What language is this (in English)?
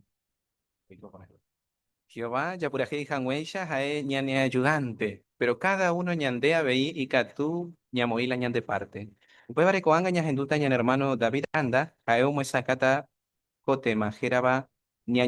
Guarani